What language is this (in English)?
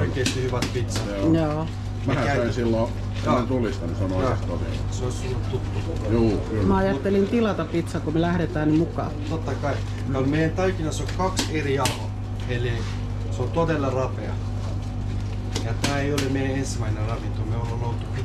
Finnish